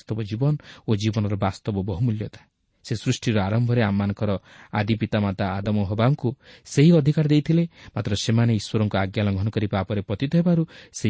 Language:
Odia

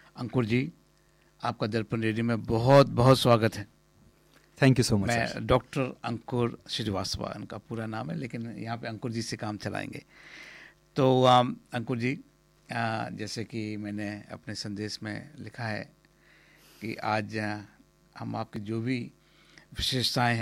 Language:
Hindi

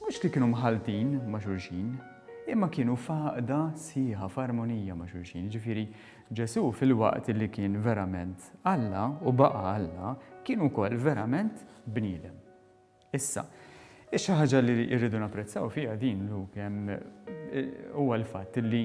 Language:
Maltese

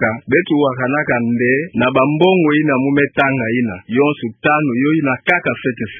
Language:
Kituba (Democratic Republic of Congo)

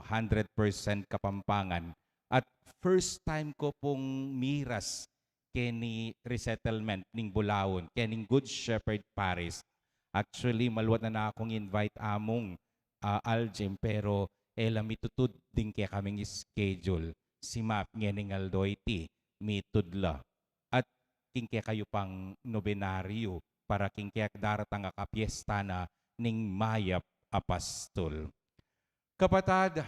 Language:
Pampanga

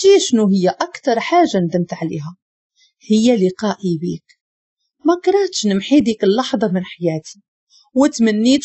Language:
Moroccan Arabic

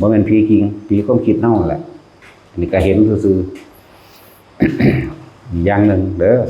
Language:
Northeastern Thai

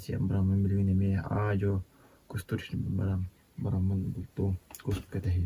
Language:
Yakut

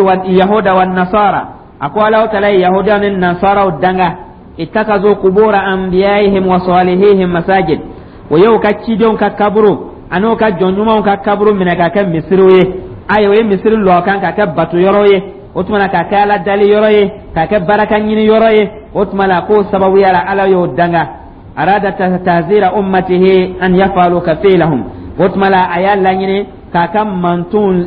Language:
Dyula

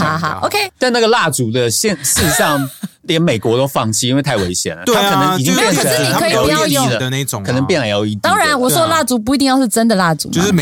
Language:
Chinese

